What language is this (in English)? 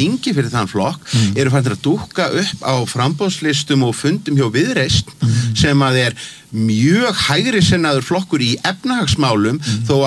Icelandic